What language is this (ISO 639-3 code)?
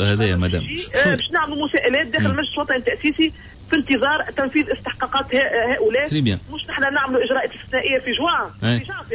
aeb